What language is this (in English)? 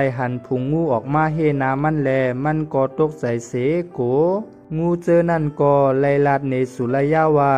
Shan